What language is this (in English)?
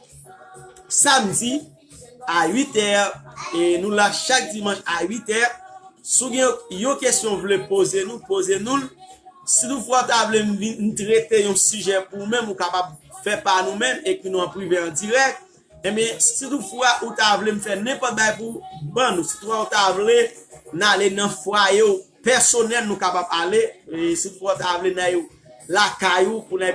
Haitian Creole